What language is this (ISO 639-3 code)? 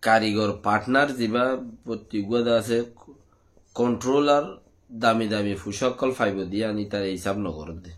rhg